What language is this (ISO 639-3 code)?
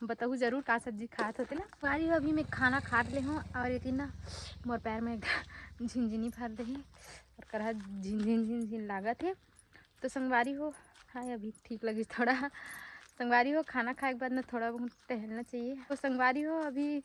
hne